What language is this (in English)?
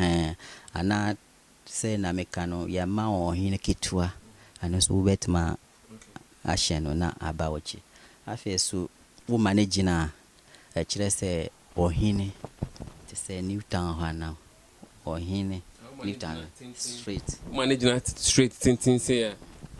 Akan